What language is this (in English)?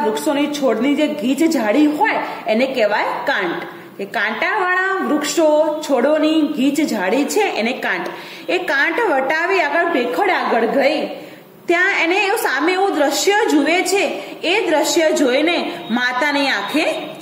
Gujarati